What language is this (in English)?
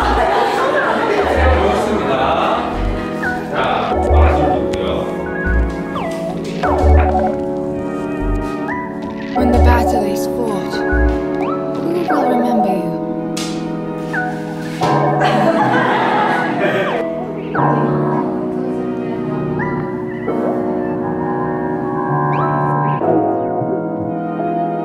Korean